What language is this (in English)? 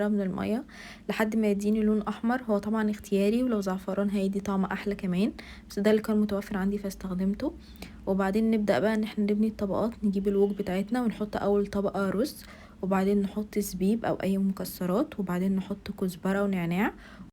Egyptian Arabic